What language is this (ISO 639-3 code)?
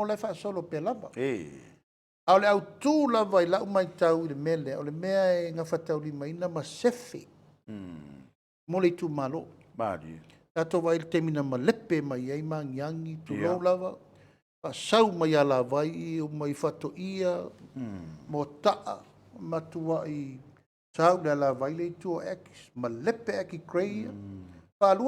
smo